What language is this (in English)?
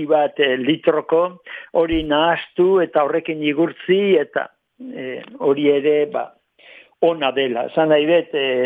Basque